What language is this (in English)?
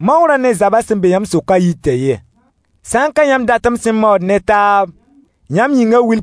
Mossi